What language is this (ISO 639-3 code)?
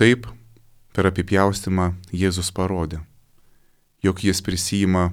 lit